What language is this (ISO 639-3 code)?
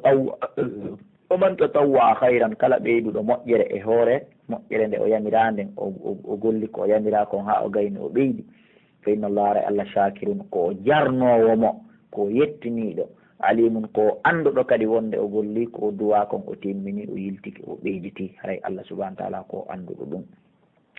fuf